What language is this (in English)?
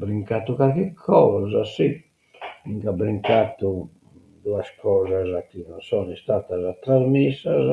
Sardinian